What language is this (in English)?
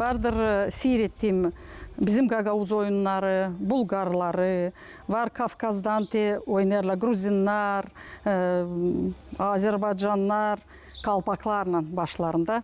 Gagauz